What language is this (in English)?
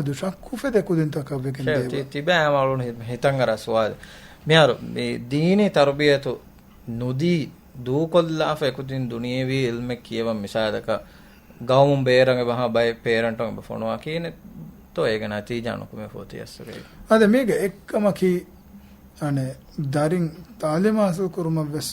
Divehi